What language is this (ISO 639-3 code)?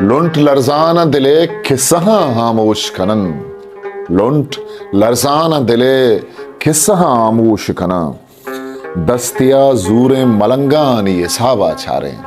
bgp